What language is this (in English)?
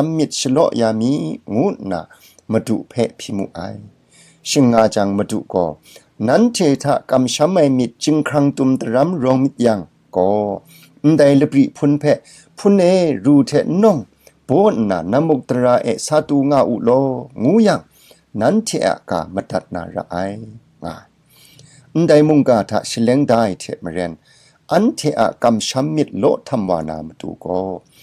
Kachin